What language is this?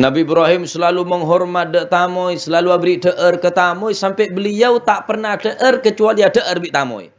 Madurese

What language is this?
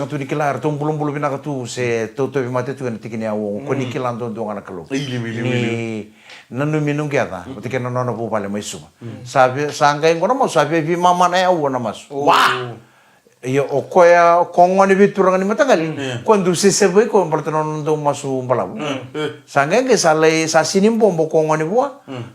Fijian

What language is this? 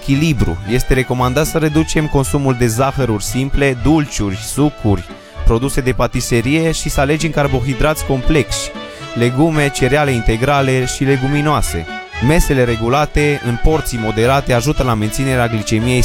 Romanian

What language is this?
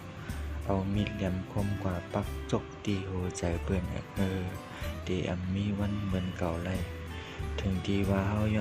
Shan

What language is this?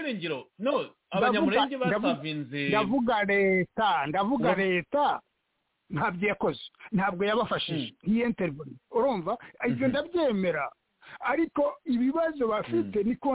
Kinyarwanda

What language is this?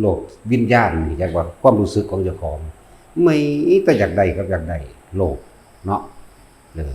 Northeastern Thai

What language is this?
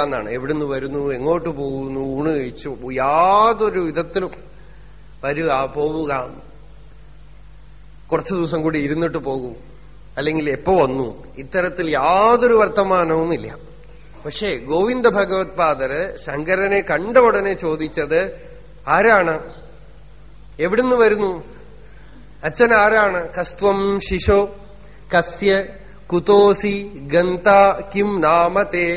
Malayalam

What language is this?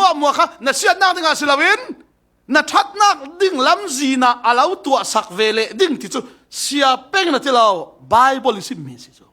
Falam Chin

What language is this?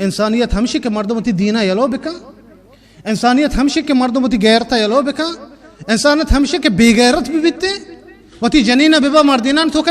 Baluchi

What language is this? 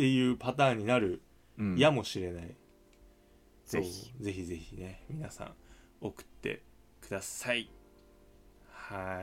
Japanese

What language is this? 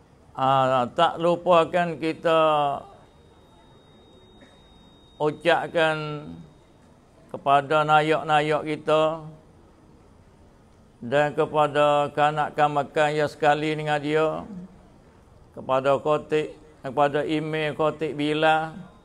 Malay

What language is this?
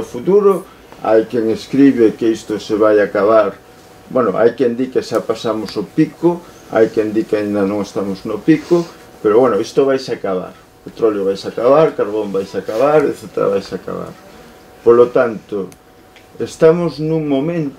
Galician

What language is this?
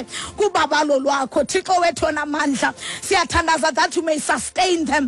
Xhosa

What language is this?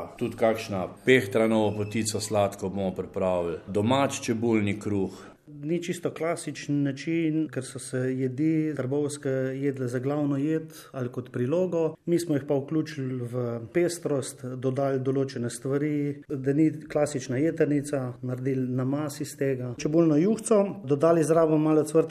Slovenian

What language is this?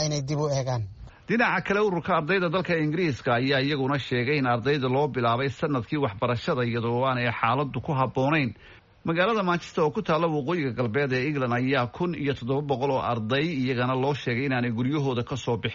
Somali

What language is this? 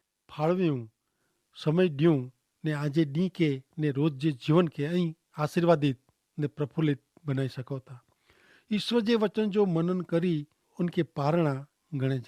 Kachhi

